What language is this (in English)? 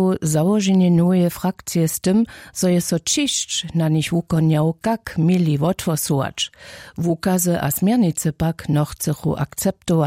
Upper Sorbian